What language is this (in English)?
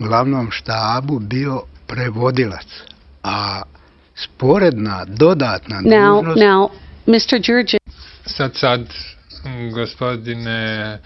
Serbian